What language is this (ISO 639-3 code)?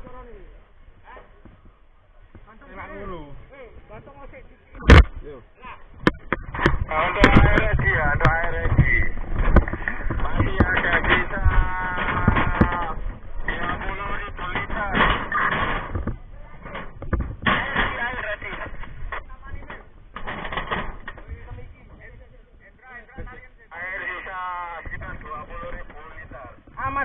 ind